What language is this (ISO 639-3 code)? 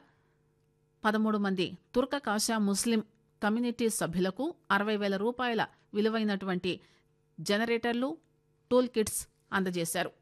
tel